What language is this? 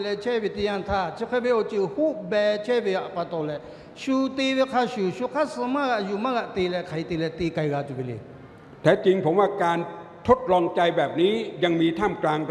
Lahu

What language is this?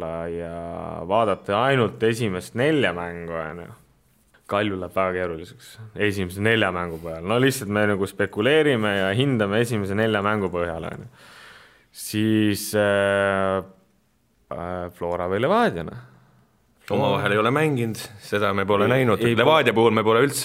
Estonian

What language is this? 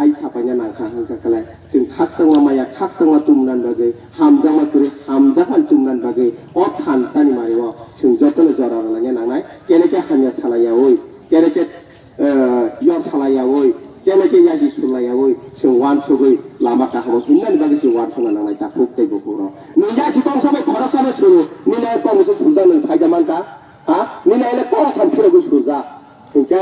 Kok Borok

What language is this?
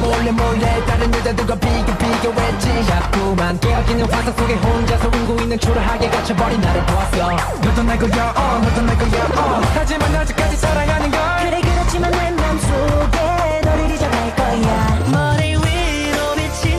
Korean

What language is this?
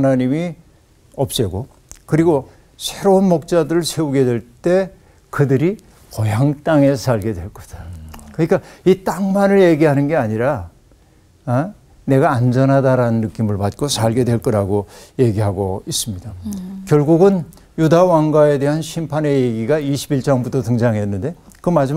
Korean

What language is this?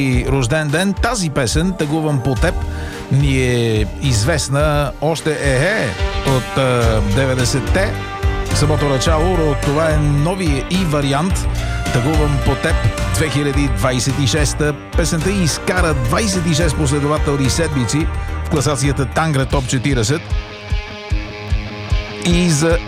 Bulgarian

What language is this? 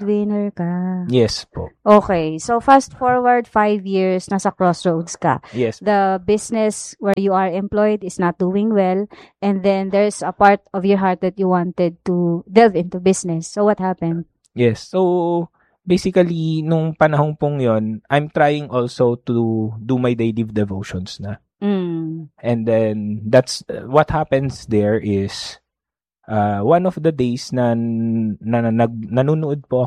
Filipino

